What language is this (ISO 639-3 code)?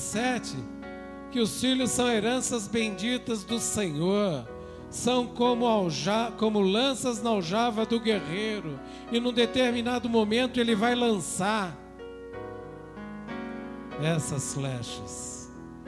por